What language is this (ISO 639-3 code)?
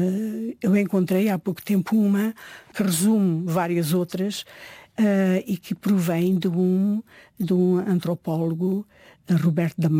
por